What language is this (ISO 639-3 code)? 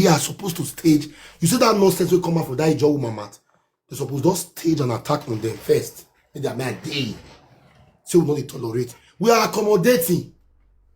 pcm